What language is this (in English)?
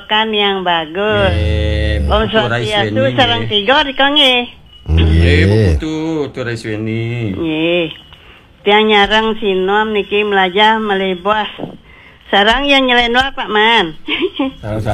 Balinese